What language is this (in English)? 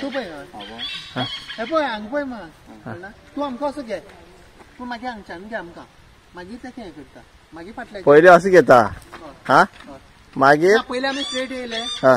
Konkani